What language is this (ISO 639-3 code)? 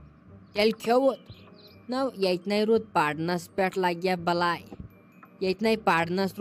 kas